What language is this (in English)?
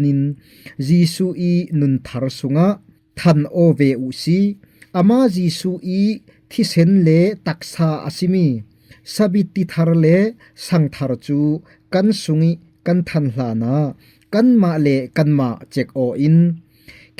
Falam Chin